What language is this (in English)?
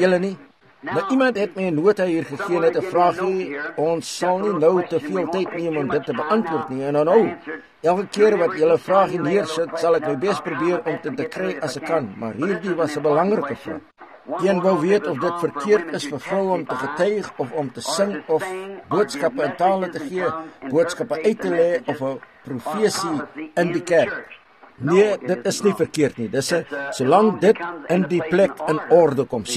Afrikaans